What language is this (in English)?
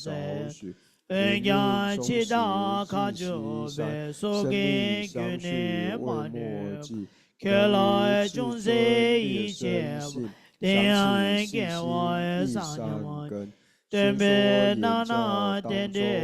Tibetan